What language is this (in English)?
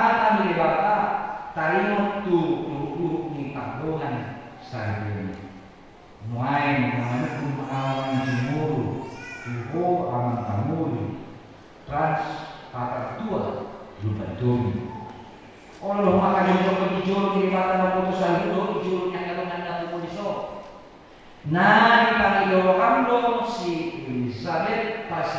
Batak Toba